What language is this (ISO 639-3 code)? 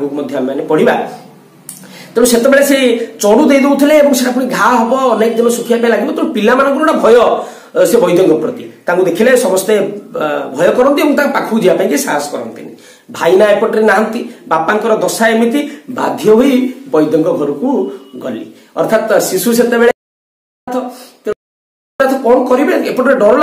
ori